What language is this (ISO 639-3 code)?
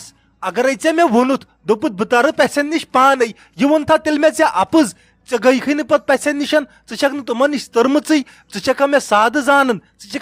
kas